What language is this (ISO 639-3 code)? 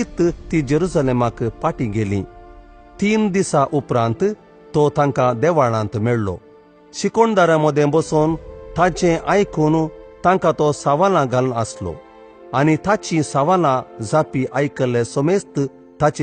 kok